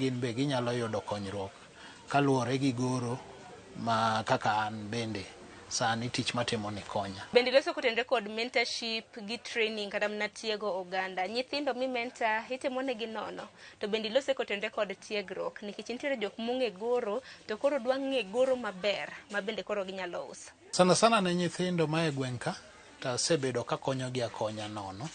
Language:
Luo (Kenya and Tanzania)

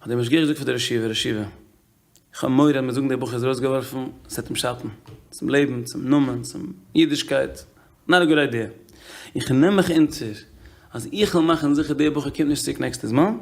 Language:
Yiddish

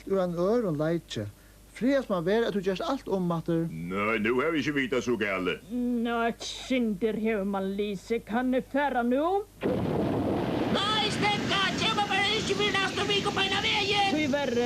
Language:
Faroese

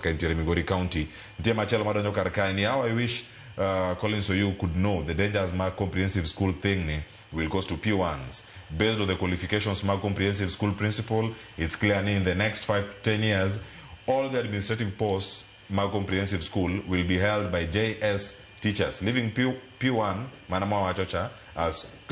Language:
Luo (Kenya and Tanzania)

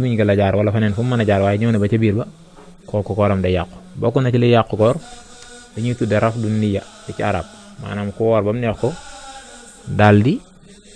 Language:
Wolof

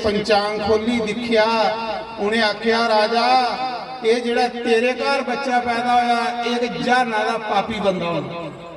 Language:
Dogri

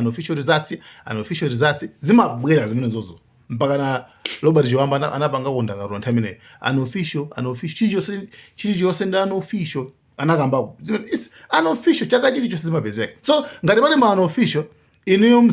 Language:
Nyanja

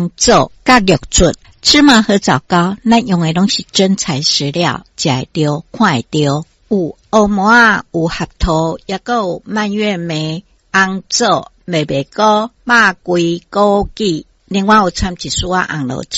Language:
Min Nan Chinese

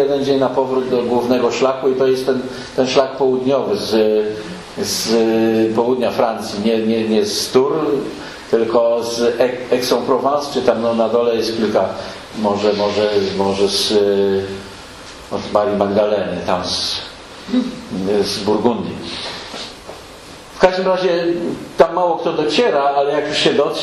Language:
Polish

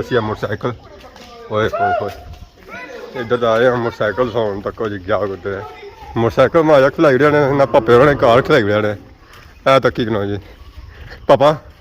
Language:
Pahari-Potwari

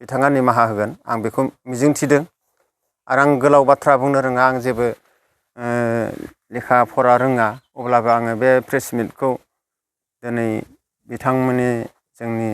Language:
Bodo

